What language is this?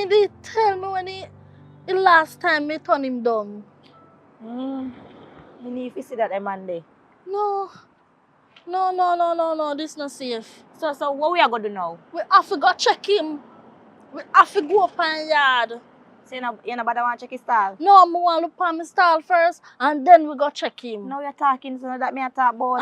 Jamaican Creole English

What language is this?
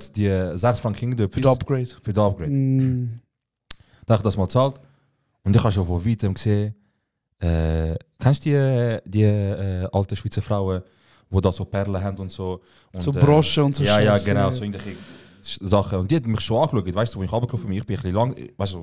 Swiss German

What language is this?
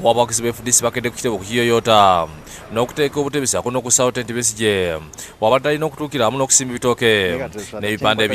Ganda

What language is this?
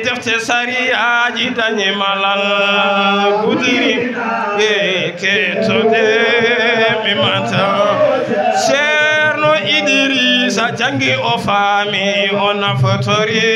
Fula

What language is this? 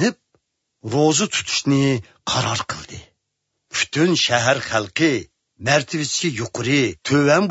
Uyghur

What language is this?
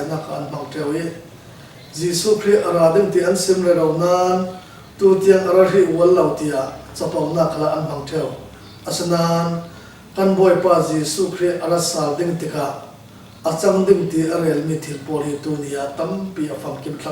Falam Chin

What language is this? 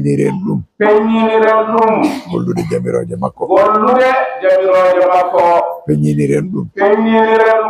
Fula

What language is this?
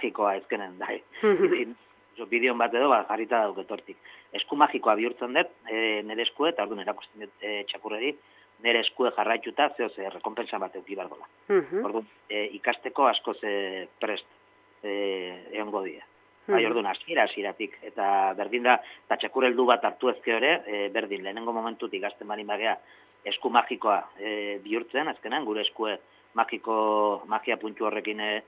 Basque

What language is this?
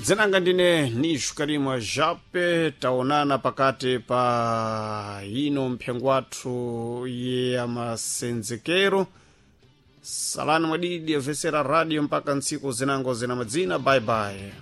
Sena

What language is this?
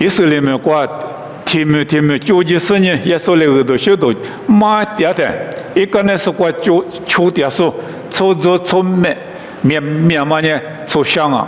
Lisu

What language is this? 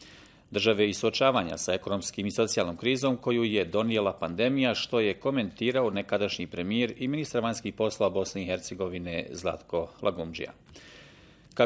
Bosnian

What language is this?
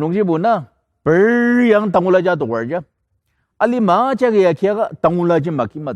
Ao Naga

